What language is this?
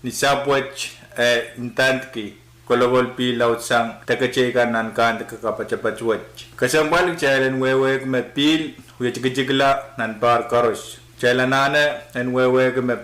Pohnpeian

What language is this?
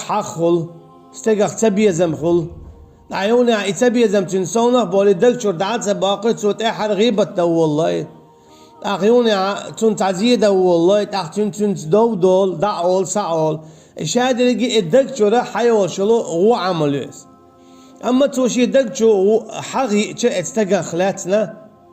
Chechen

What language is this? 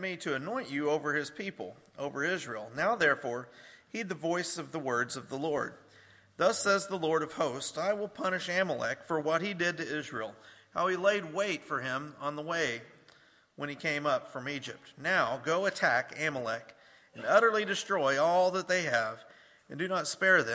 English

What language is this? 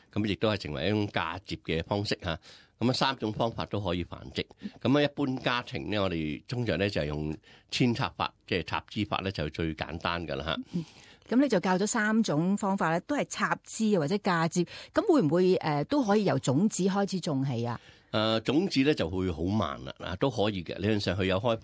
Cantonese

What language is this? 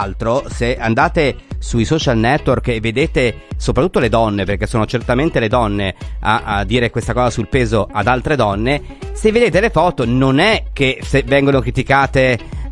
Italian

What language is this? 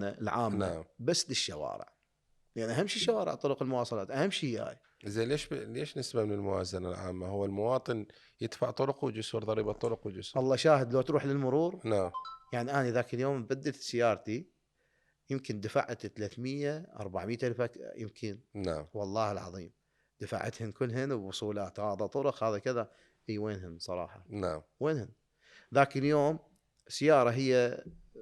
Mesopotamian Arabic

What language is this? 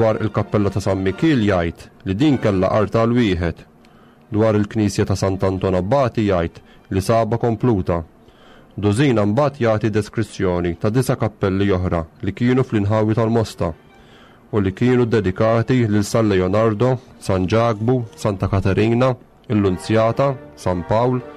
Maltese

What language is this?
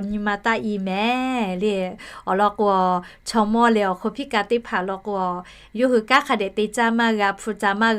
Lahu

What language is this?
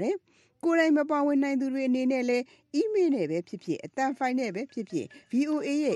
Burmese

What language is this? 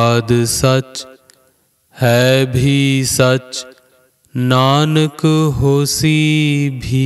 Punjabi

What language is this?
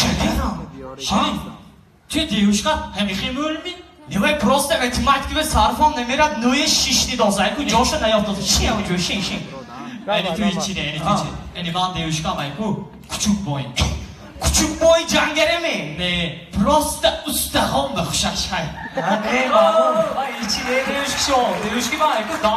Tajik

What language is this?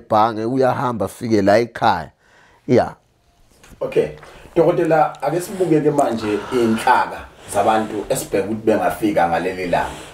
Zulu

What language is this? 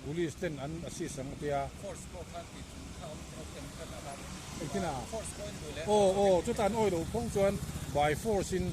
Mizo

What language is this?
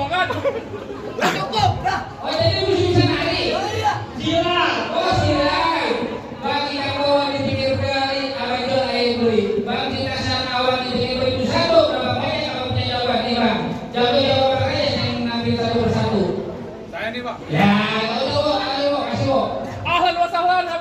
Betawi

